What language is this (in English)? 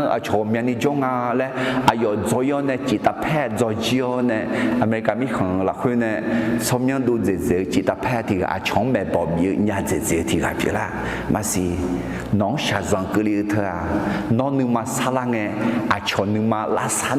Akha